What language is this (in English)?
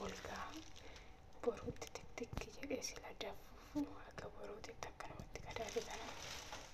Oromo